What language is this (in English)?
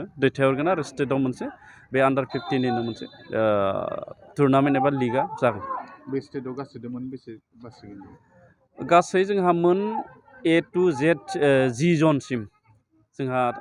Bodo